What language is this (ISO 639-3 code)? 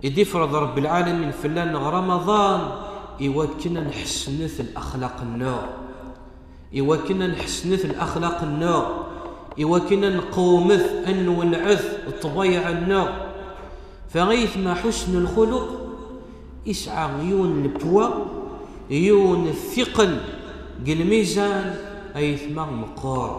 kab